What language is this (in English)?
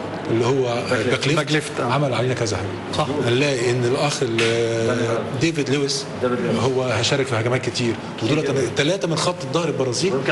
Egyptian Arabic